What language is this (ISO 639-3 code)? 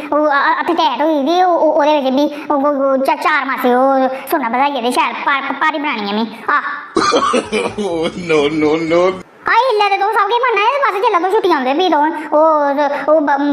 doi